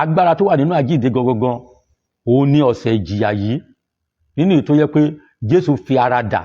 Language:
Yoruba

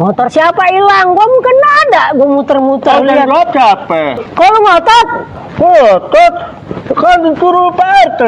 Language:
Betawi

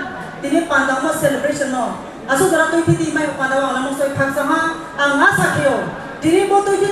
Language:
Riang (India)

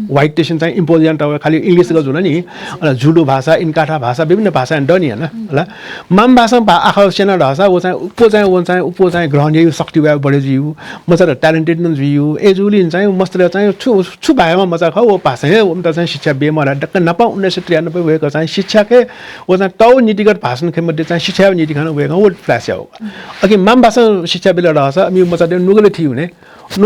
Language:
Newari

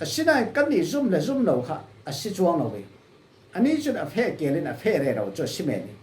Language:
Falam Chin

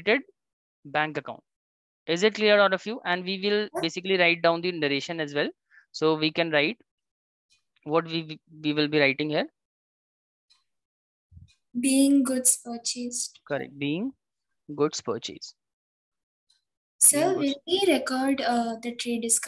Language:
English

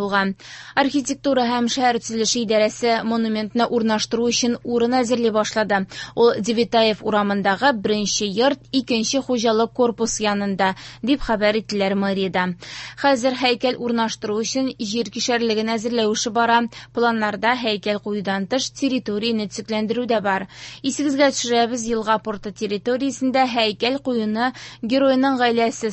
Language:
Tatar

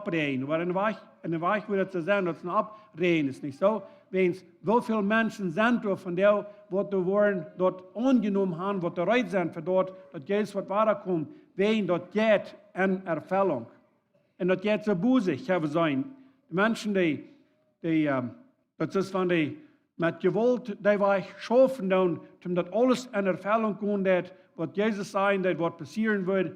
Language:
Plautdietsch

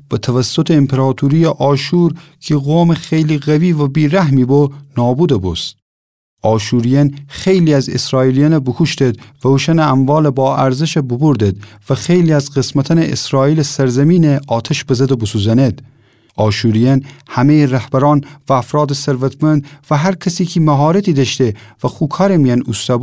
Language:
Gilaki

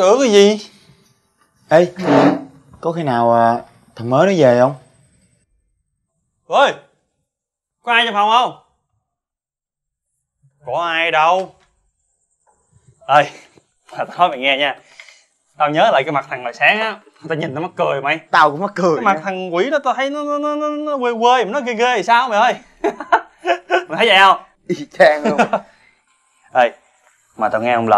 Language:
Vietnamese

